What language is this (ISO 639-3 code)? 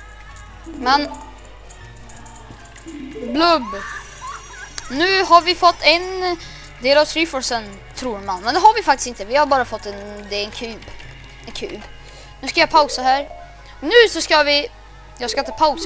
swe